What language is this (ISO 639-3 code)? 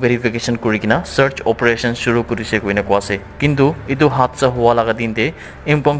nag